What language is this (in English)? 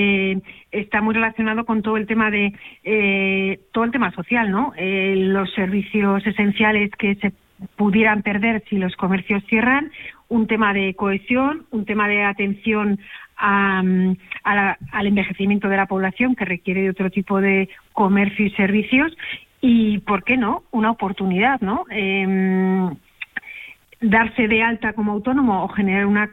Spanish